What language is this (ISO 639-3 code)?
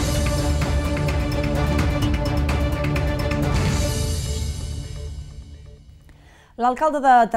cat